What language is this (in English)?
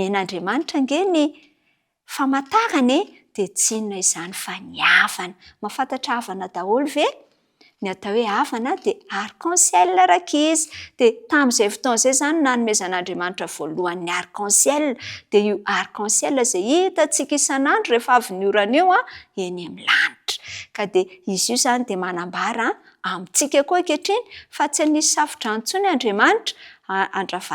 Malagasy